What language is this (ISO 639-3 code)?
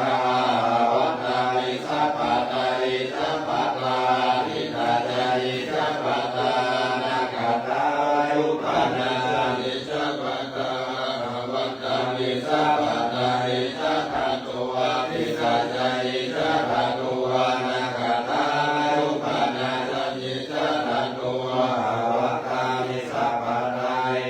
pli